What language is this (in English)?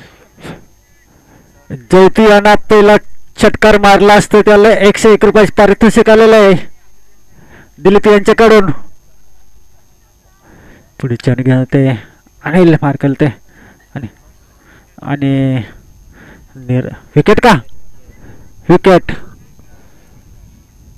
Marathi